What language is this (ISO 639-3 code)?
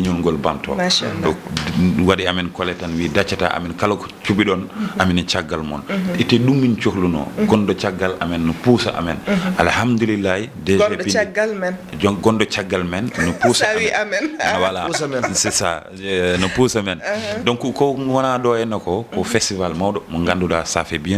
ful